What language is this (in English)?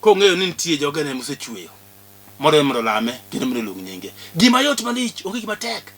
Luo (Kenya and Tanzania)